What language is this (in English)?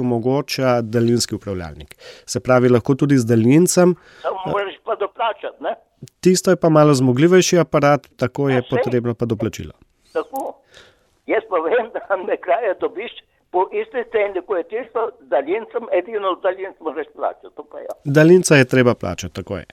Slovenian